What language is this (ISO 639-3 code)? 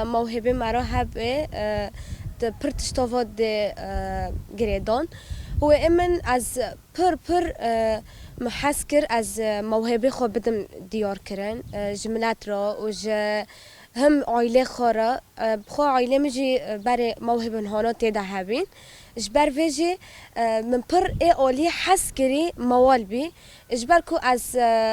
kur